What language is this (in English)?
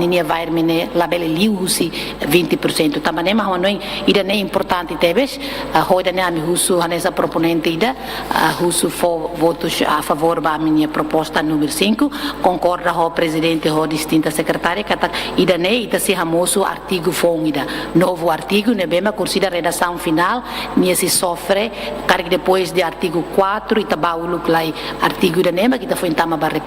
Tetum